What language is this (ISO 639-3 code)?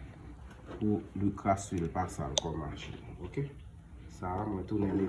hat